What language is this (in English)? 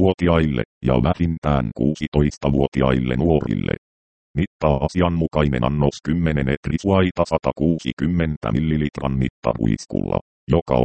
Finnish